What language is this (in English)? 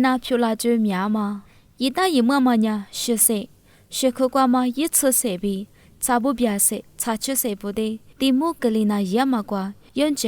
Lisu